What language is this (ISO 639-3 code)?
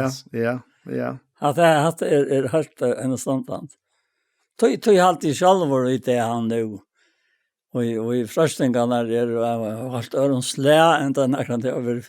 fao